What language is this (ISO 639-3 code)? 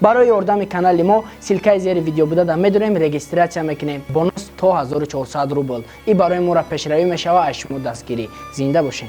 tgk